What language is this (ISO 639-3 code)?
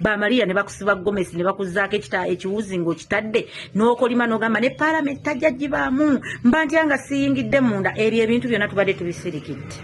lug